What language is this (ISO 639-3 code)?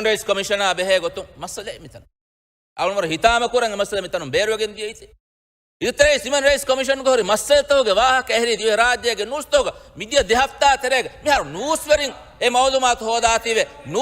div